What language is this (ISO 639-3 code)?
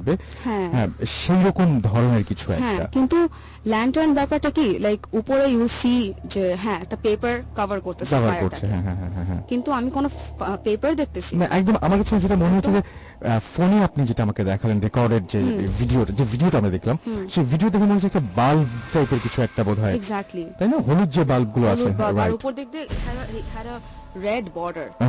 ben